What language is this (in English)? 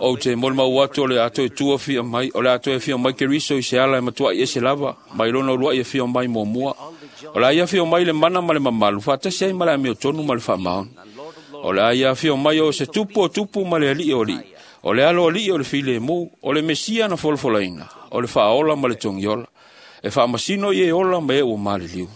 Samoan